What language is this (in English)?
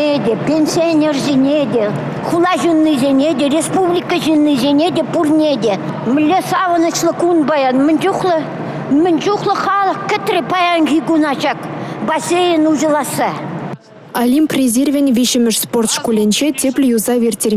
Chuvash